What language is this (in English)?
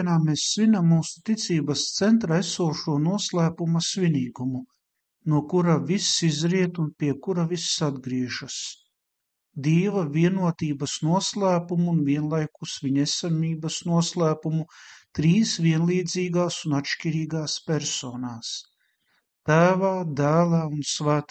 Latvian